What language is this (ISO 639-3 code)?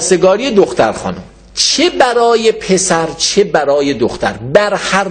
fas